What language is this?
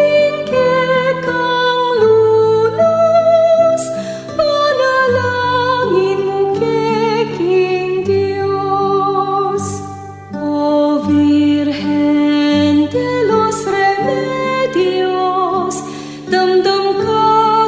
Pampanga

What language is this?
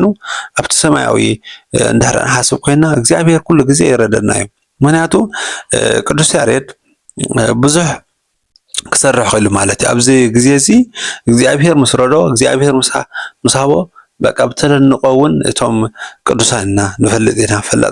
Tigrinya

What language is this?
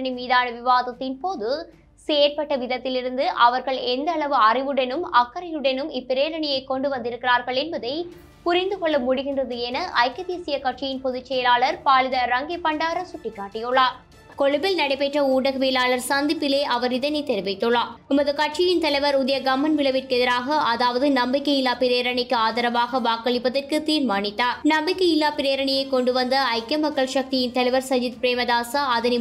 Tamil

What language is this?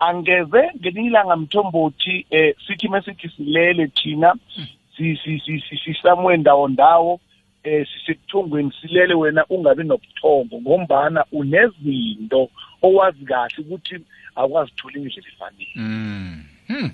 South Ndebele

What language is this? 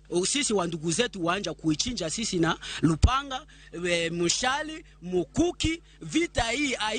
Luo (Kenya and Tanzania)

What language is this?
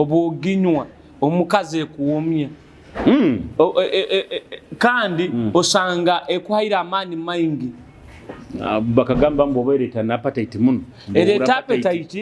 Nyoro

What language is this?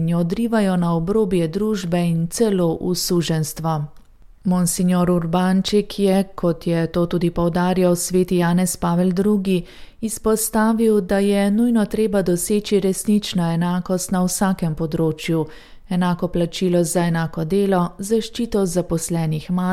Slovenian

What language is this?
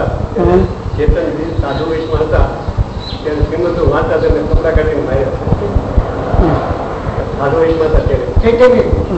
Gujarati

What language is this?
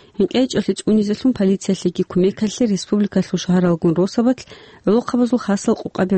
Avaric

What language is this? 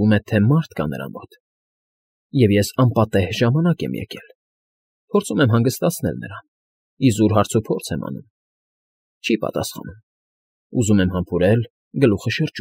Armenian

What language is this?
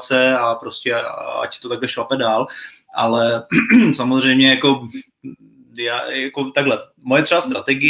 Czech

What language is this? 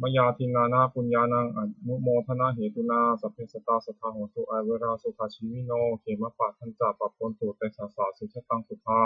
Pali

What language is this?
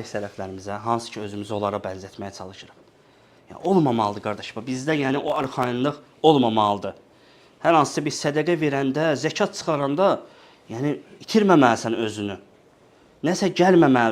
Azerbaijani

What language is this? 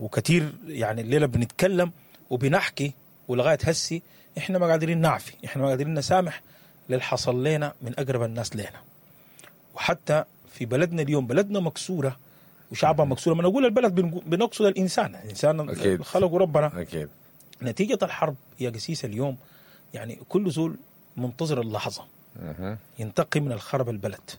Sudanese Arabic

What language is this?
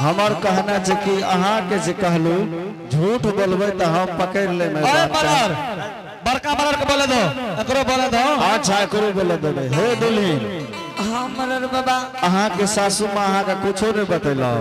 Angika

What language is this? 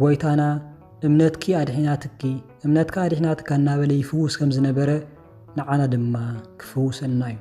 Tigrinya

